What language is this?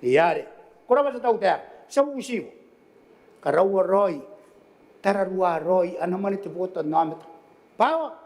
Gilbertese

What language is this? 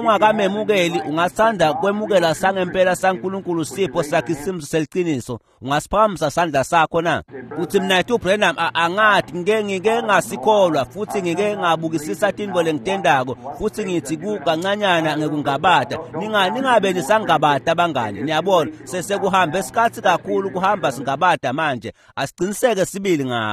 Swati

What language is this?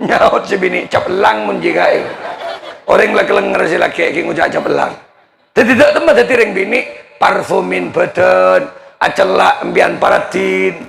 Madurese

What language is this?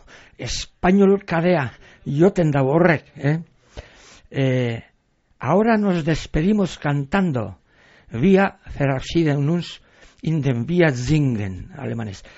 Basque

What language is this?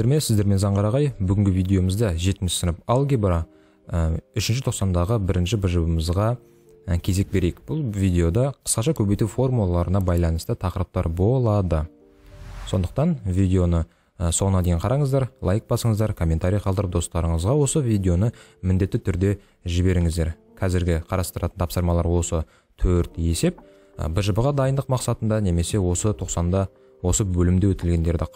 Kazakh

